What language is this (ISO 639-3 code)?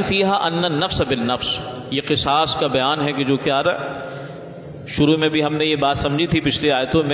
urd